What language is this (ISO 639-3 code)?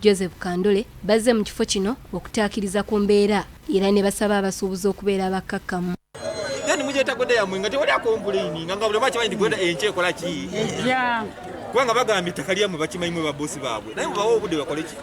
lug